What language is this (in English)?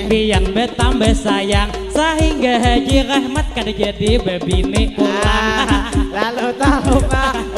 Banjar